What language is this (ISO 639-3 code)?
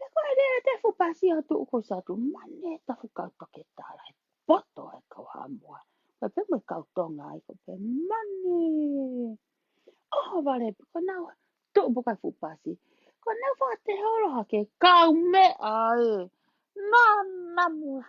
ton